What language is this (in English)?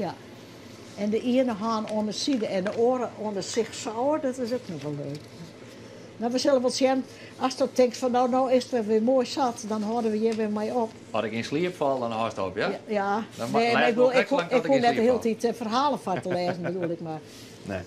Western Frisian